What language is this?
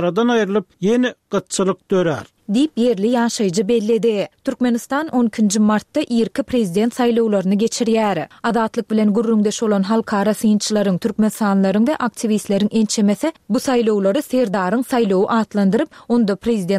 Turkmen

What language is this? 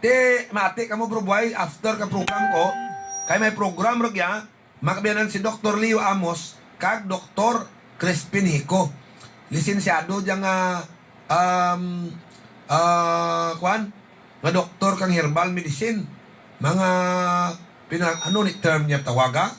Hiligaynon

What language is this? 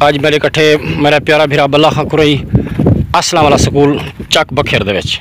Saraiki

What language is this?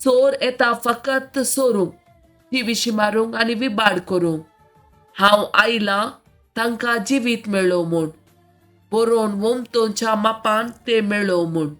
Konkani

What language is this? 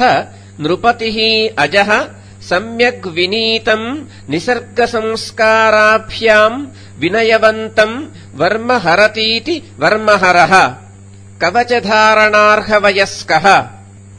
Sanskrit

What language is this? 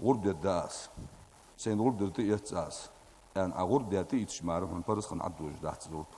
Ingush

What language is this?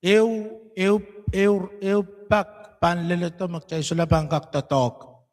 Pohnpeian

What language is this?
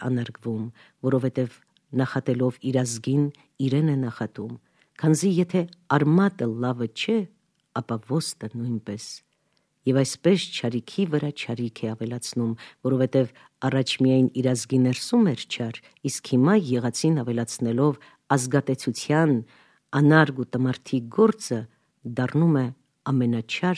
Armenian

